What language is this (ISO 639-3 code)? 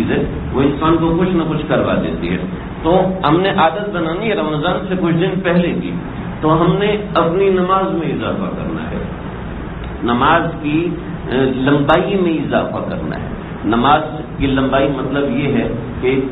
urd